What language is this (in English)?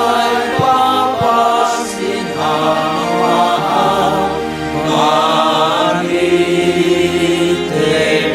Batak Simalungun